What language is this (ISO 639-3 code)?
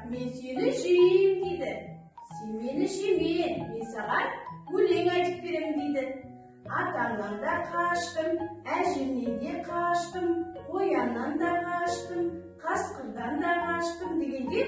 kaz